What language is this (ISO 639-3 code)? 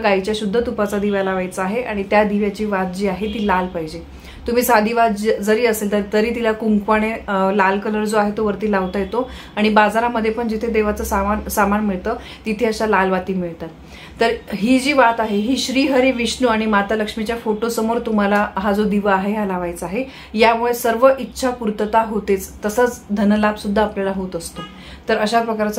mar